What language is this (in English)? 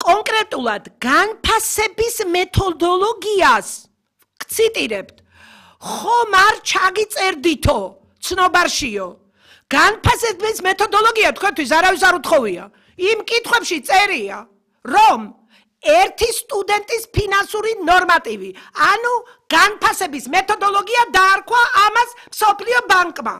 Georgian